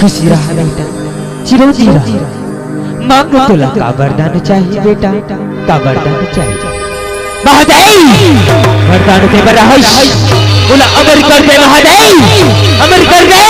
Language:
Chhattisgarhi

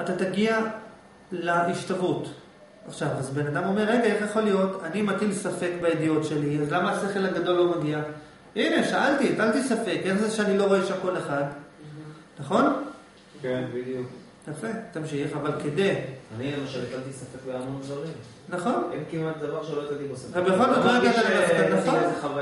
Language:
Hebrew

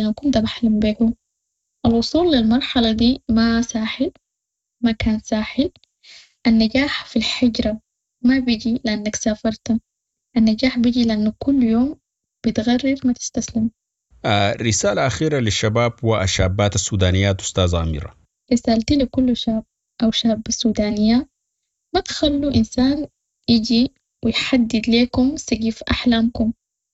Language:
Sudanese Arabic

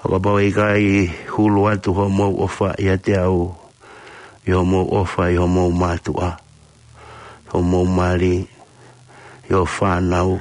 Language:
Tongan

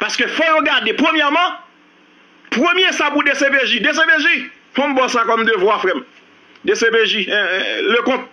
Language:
Haitian Creole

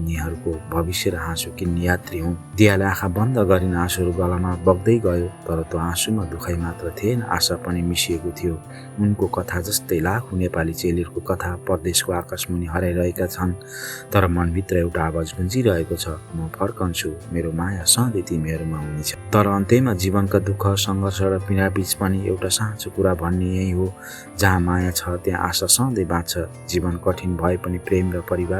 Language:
Nepali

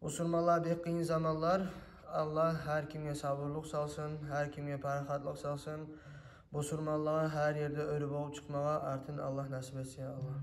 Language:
Kumyk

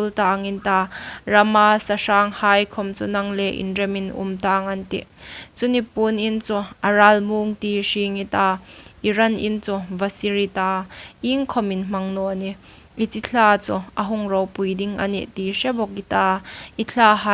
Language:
Hmar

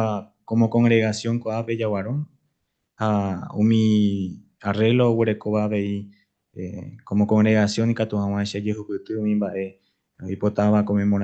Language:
Guarani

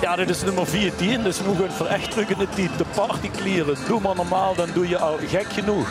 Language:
Limburgish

